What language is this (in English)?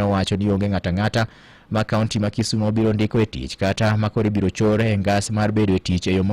Luo (Kenya and Tanzania)